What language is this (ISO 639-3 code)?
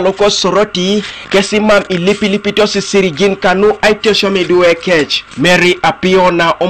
teo